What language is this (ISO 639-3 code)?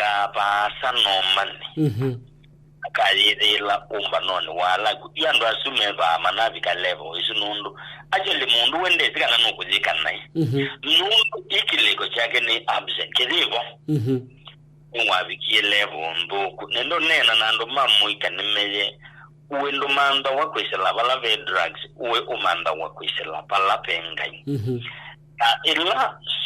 kam